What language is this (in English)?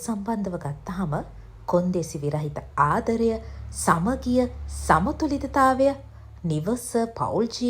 Sinhala